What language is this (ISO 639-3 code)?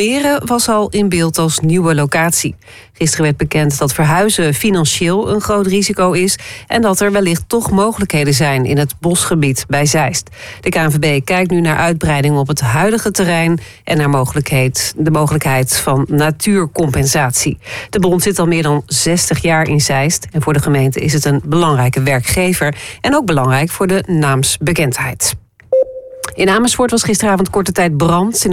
nld